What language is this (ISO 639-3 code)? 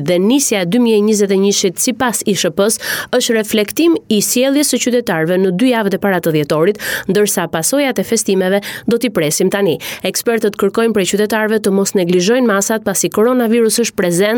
sqi